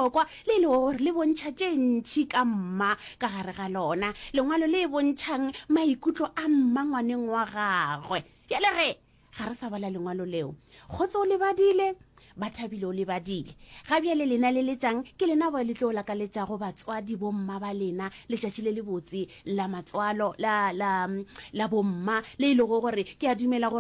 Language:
Northern Sotho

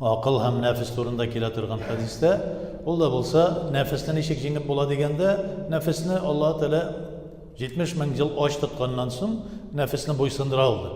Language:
Tatar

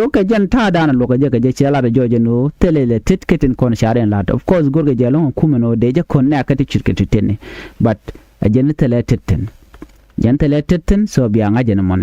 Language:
Nuer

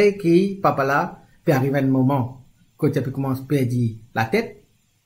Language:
Morisyen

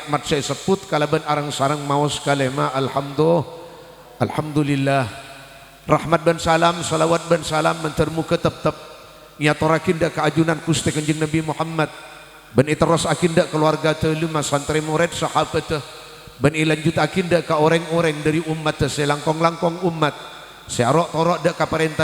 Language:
Madurese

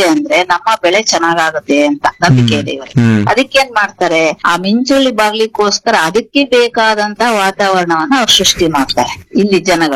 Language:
Kannada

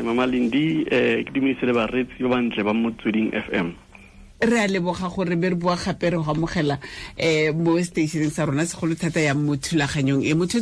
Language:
Tswana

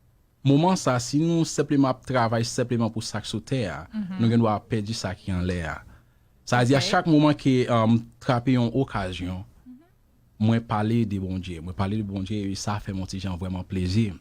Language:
Haitian Creole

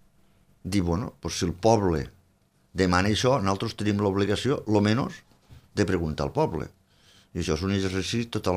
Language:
Catalan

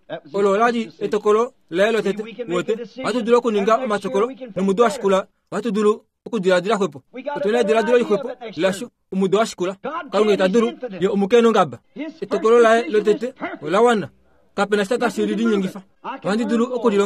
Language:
Kuanyama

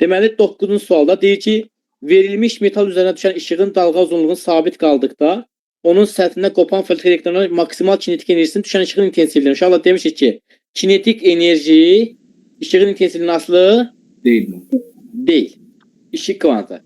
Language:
Azerbaijani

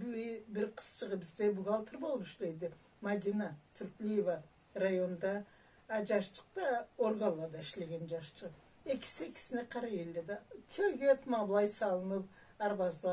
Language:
Karachay-Balkar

